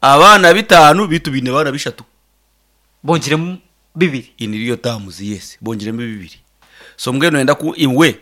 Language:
Nyankole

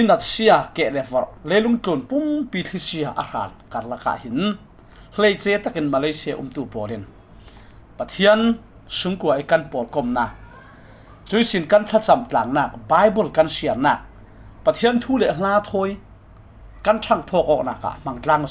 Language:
Falam Chin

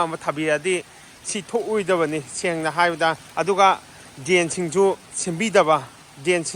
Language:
Manipuri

